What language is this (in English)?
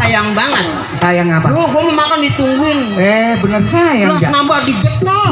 Betawi